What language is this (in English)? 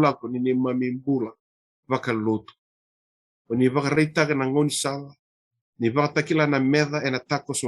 Fijian